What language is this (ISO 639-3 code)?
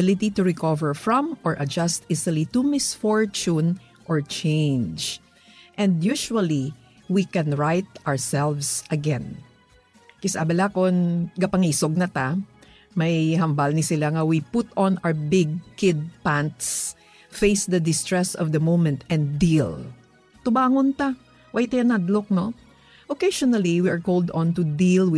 hil